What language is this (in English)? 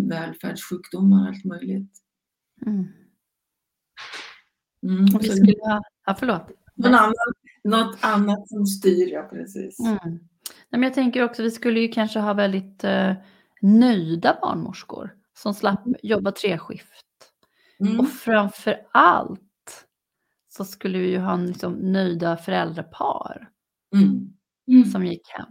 Swedish